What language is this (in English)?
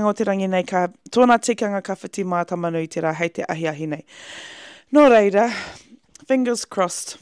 Māori